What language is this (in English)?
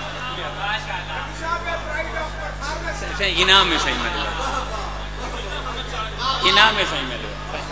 Urdu